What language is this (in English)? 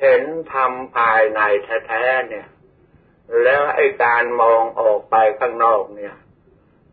Thai